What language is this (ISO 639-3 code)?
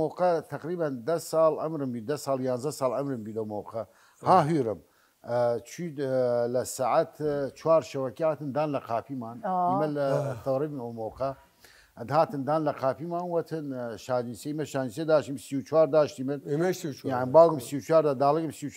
sdh